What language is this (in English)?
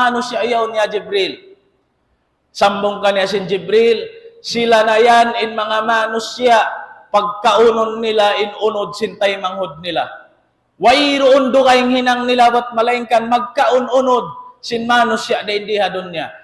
Tausug